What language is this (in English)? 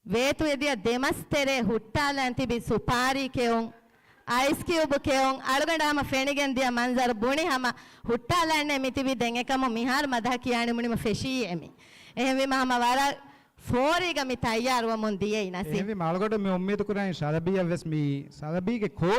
Divehi